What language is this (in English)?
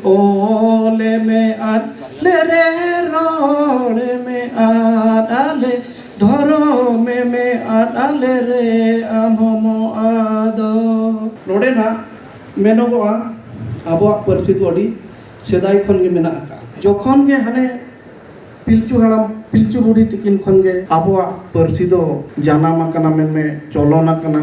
Santali